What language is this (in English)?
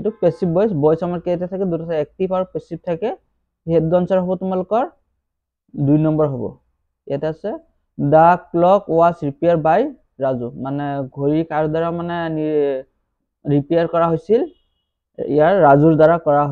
Assamese